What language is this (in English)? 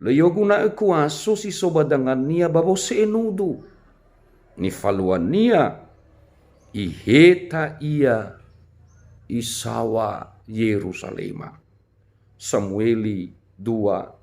Nias